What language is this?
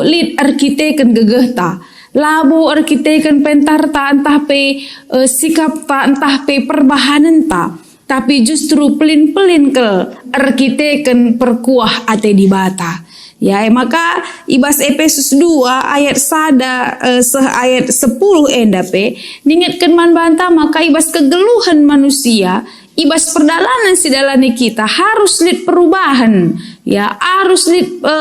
Batak Karo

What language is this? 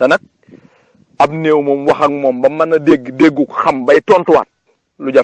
Wolof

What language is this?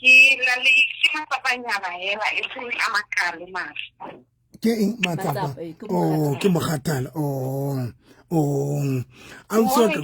Southern Sotho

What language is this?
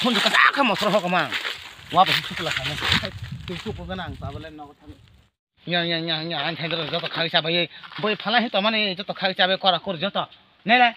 Kok Borok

